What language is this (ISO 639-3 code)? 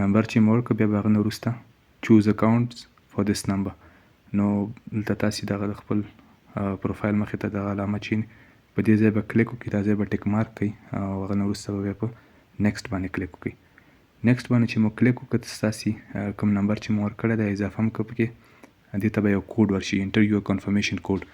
pus